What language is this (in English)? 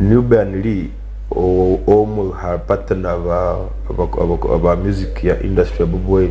Nyankole